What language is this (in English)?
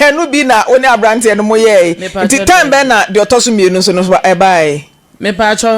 Akan